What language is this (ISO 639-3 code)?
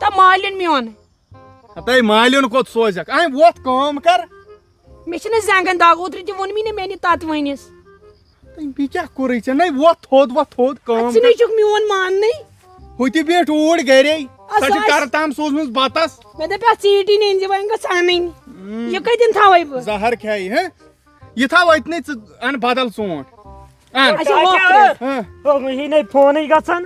kas